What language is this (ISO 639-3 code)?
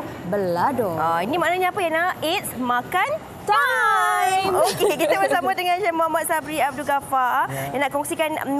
msa